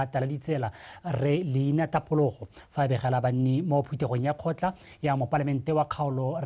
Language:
Tswana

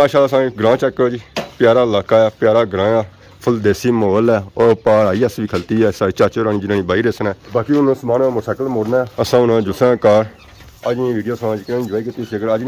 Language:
Pahari-Potwari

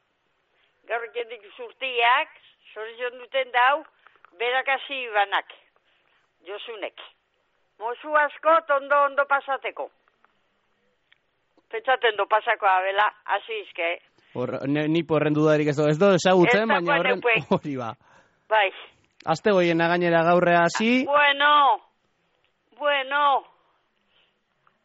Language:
Basque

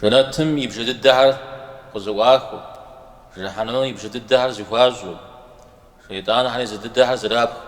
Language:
Kabardian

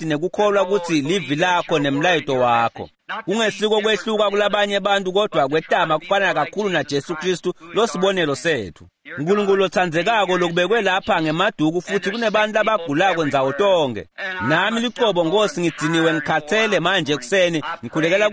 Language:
Swati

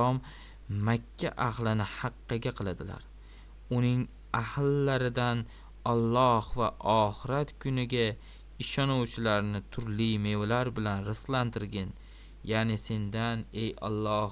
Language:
Uzbek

